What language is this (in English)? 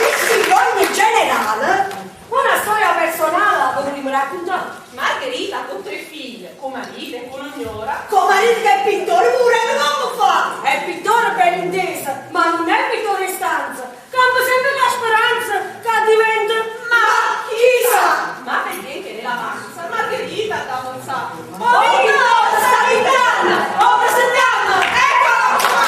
Neapolitan